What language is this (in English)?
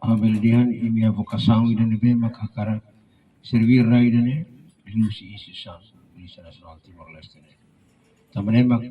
Tetum